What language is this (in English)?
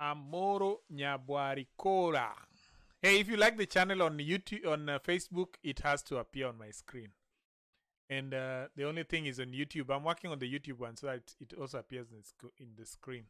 Luo (Kenya and Tanzania)